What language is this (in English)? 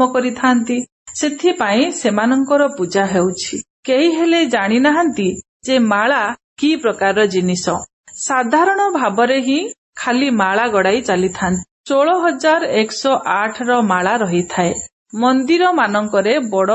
Odia